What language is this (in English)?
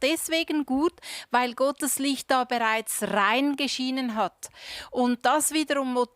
Swiss German